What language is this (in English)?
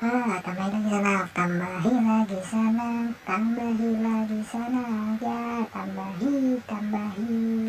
Banjar